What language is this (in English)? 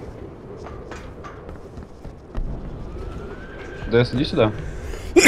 Russian